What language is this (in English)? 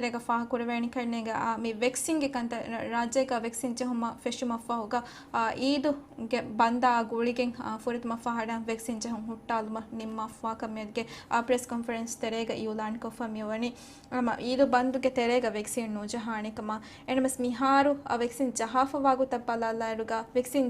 Divehi